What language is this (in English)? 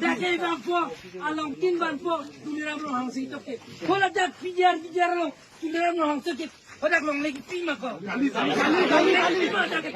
Karbi